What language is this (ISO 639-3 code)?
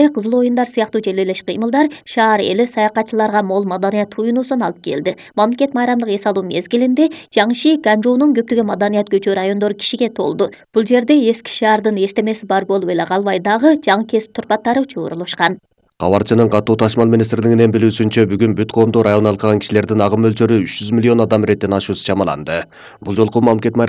kir